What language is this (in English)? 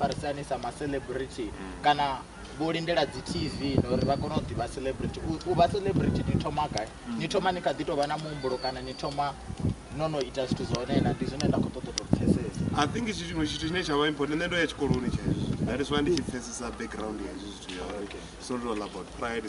Venda